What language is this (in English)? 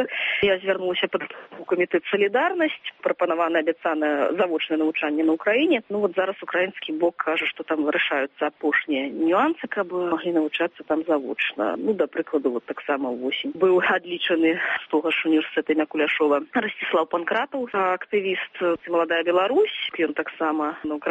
Belarusian